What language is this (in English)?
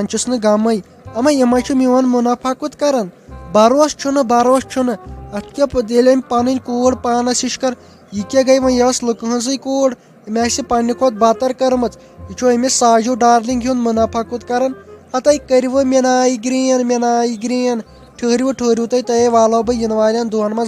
Kashmiri